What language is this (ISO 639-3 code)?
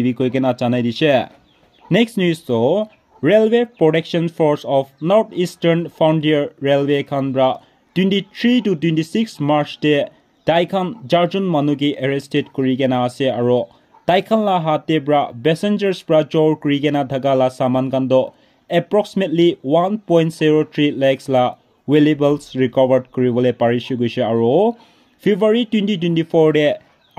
nag